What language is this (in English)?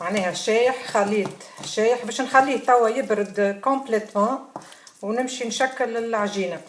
Tunisian Arabic